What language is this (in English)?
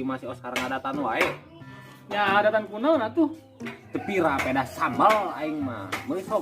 Sundanese